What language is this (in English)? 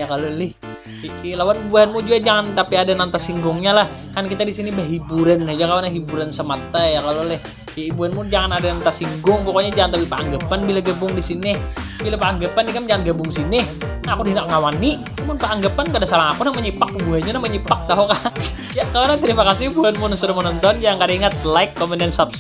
Banjar